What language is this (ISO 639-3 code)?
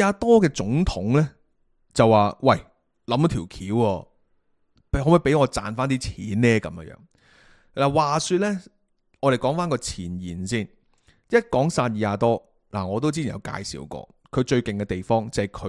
yue